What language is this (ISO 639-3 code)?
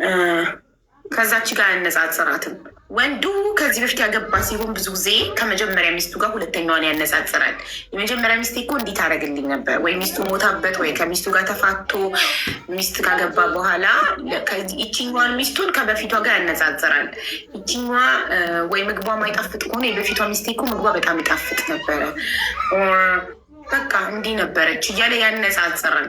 amh